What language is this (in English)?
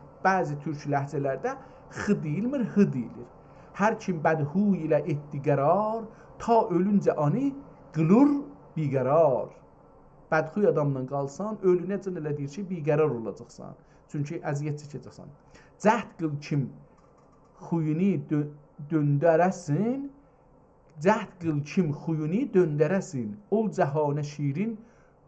South Azerbaijani